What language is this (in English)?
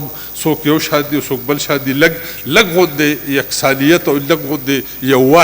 Pashto